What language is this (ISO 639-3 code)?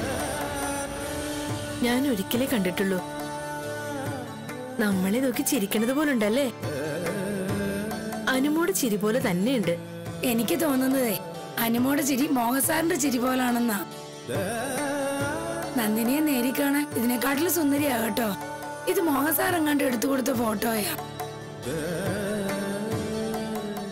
mal